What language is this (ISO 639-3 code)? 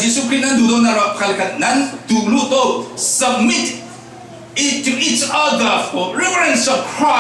cfm